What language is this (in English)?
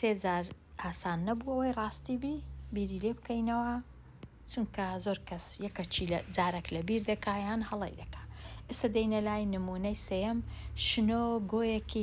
Central Kurdish